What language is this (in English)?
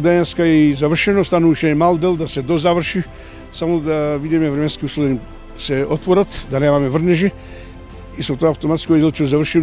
Macedonian